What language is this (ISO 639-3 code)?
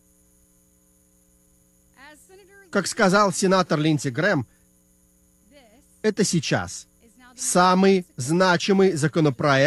rus